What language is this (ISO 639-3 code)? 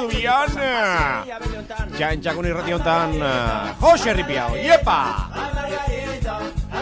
eus